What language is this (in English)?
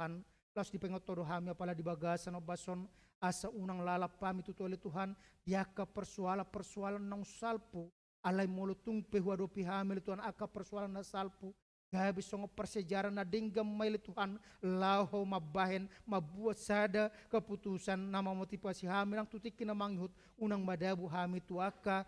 Batak Toba